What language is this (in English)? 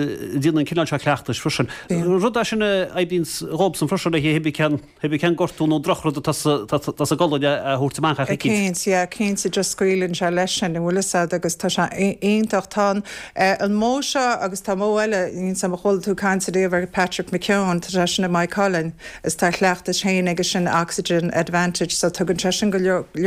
Irish